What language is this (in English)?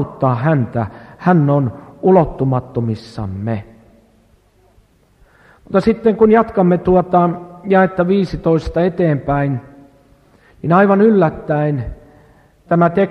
Finnish